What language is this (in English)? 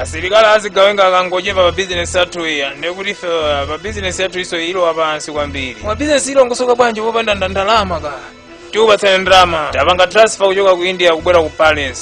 Nyanja